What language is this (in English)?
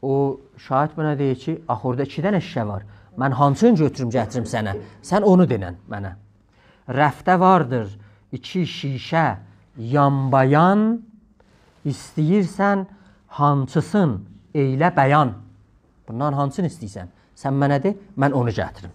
South Azerbaijani